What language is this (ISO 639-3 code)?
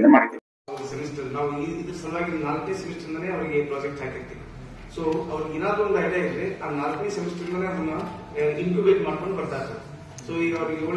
kan